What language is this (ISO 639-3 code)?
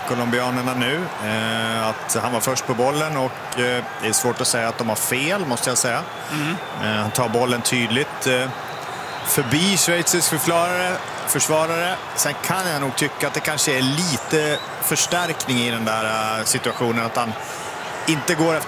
swe